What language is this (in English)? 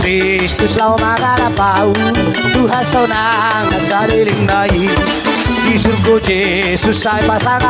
Batak Toba